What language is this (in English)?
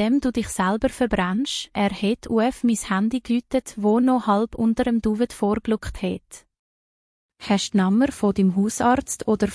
Swiss German